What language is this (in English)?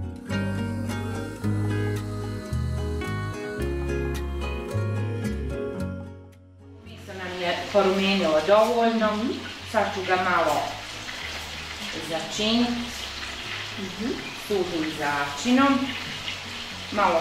Bosnian